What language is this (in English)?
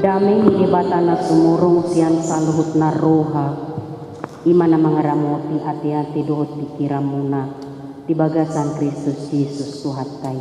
Batak Toba